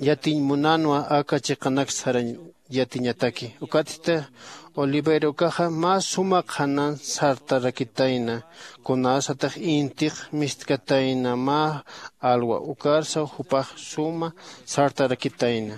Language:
Aymara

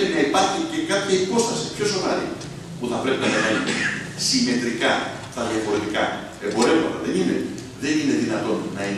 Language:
Greek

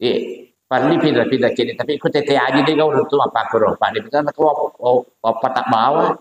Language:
Buginese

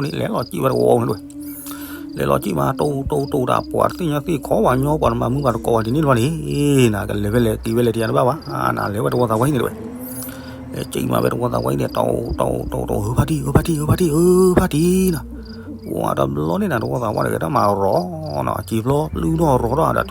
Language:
S'gaw Karen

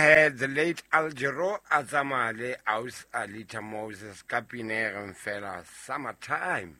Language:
Southern Sotho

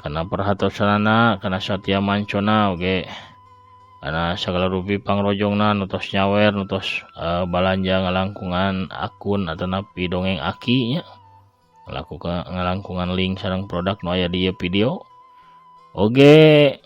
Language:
Sundanese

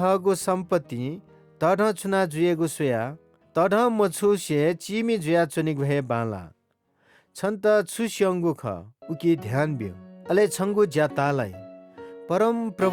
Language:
Newari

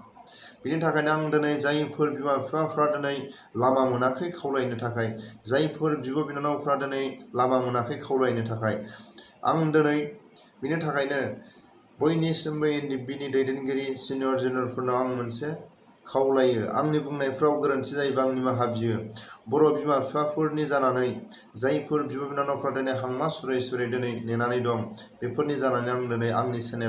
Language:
Bodo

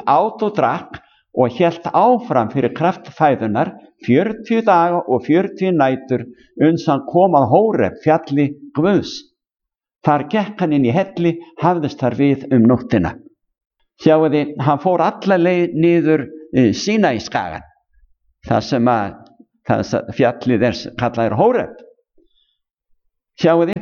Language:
Icelandic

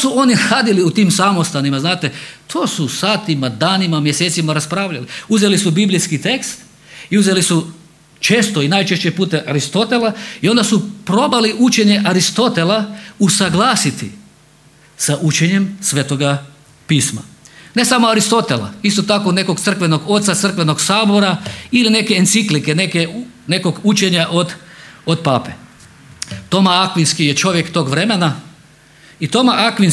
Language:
Croatian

